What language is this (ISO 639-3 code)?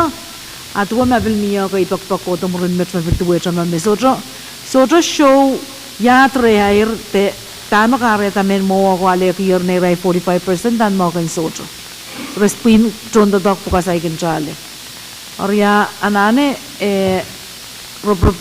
pon